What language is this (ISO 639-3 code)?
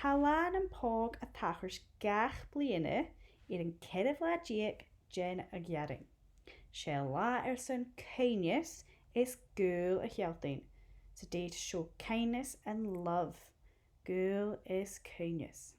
gla